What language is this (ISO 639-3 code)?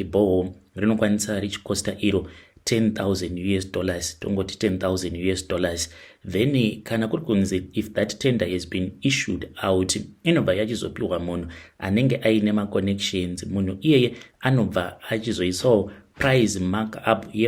sna